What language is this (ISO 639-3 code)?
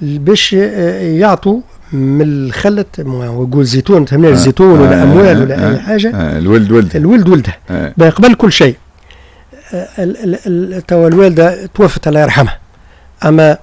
aeb